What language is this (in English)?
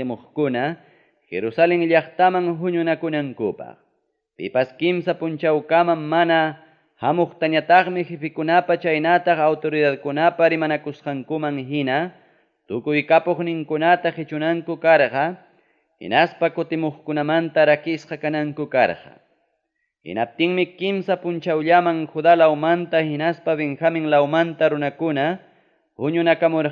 Ayacucho Quechua